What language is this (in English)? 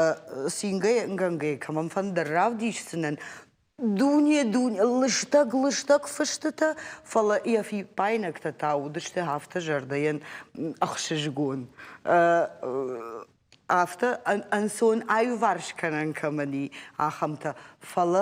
Ossetic